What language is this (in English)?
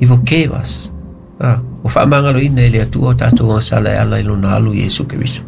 Samoan